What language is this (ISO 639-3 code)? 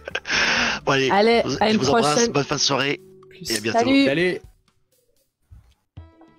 fra